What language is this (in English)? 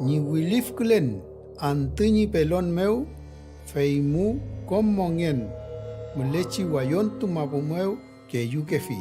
Mapuche